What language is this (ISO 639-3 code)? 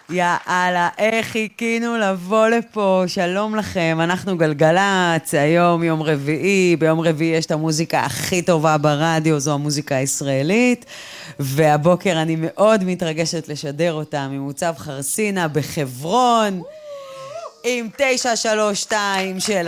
heb